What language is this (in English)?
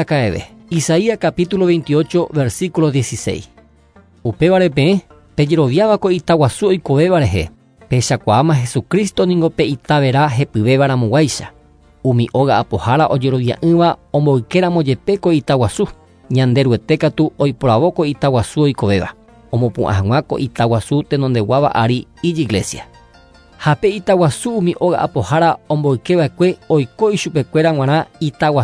Guarani